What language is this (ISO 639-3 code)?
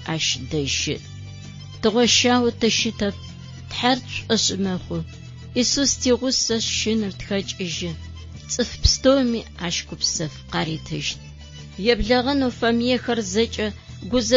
ady